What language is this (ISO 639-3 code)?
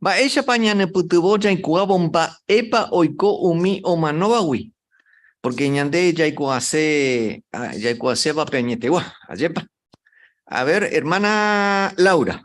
grn